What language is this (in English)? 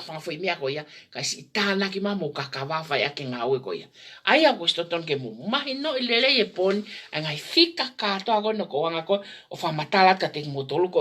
Tongan